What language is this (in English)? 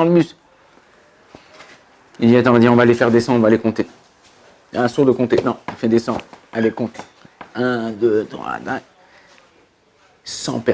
French